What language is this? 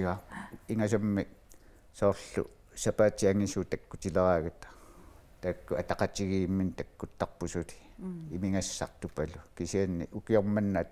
Kalaallisut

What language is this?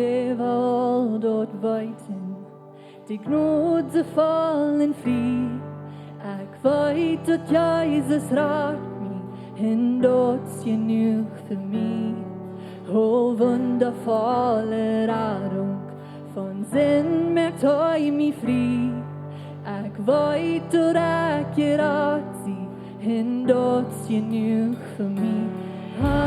Plautdietsch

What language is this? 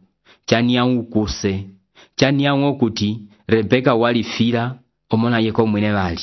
Umbundu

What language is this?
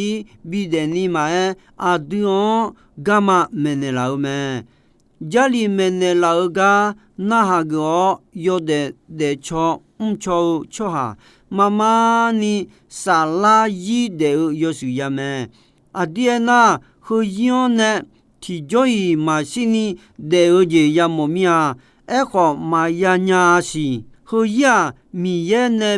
Akha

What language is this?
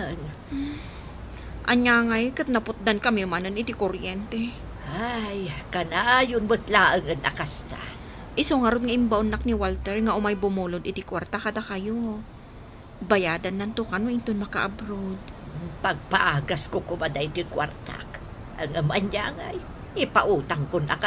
Iloko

